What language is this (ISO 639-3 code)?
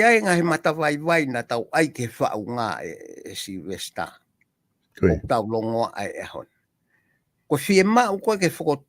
ton